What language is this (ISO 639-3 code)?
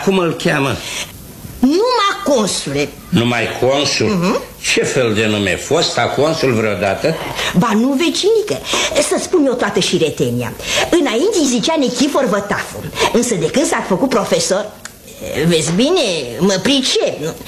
ron